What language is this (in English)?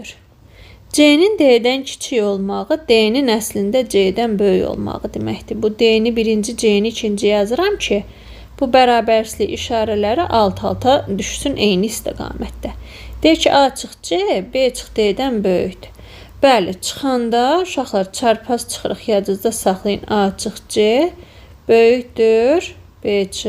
Azerbaijani